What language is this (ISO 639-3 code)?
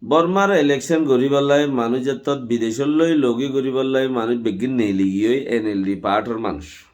rhg